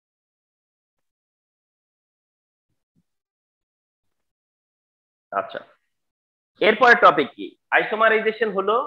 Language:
Bangla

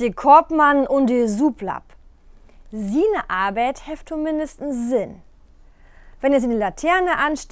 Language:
Low German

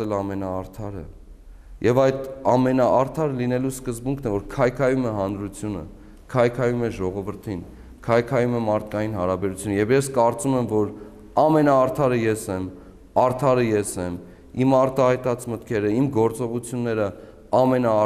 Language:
Armenian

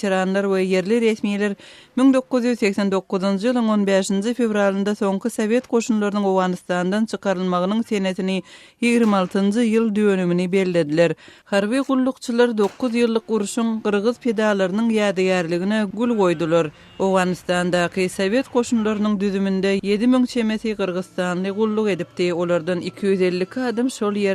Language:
Turkmen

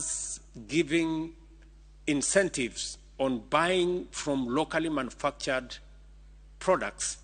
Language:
Luo (Kenya and Tanzania)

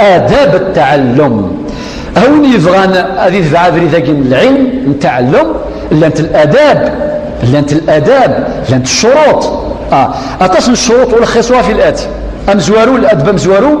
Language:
Kabyle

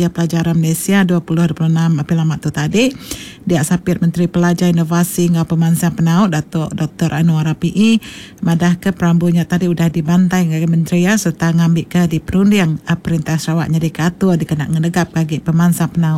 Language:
Iban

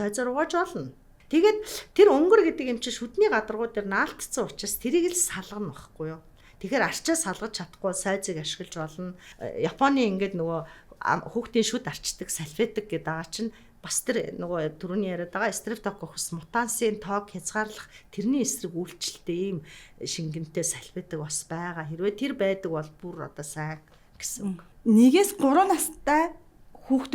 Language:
Mongolian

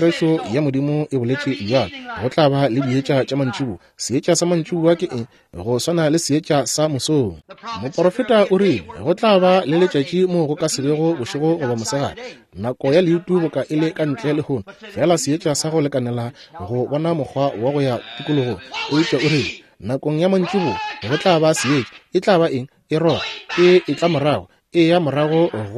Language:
Northern Sotho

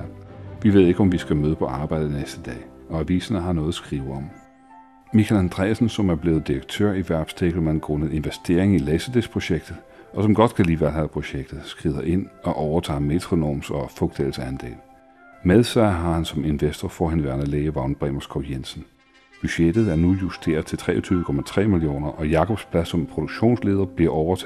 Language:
Danish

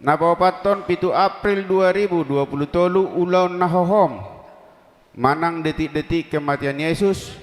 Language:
Batak Toba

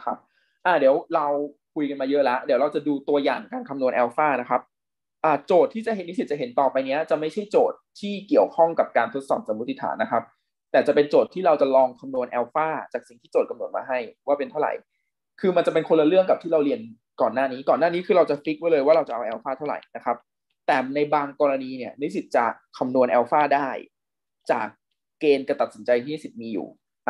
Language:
Thai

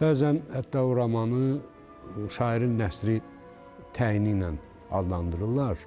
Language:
Azerbaijani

